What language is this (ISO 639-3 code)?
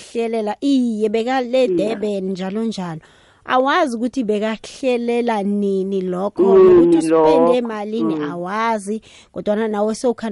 nbl